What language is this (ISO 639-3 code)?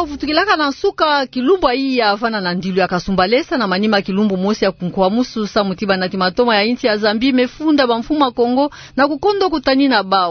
ktu